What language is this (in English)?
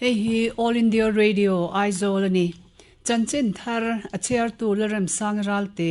Mizo